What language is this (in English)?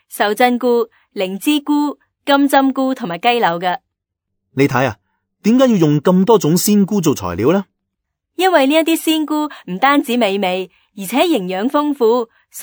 Cantonese